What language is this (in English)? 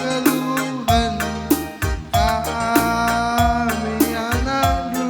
Batak Karo